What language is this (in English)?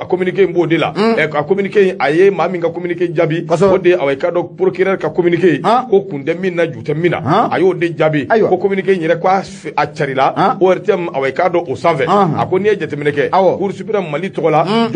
Bambara